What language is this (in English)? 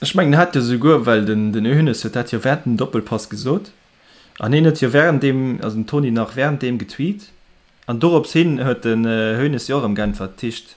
Luxembourgish